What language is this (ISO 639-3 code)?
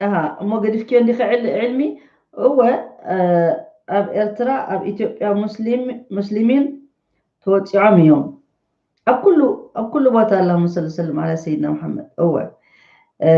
tir